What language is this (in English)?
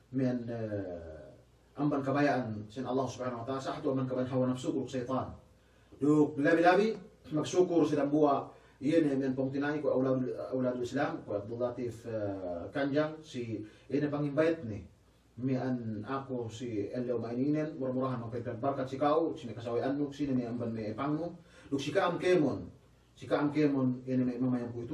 Yakan